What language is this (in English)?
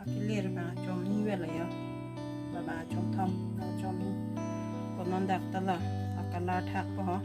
Karbi